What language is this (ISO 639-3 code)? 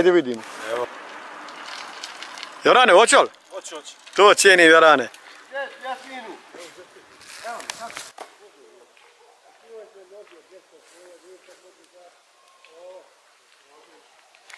bos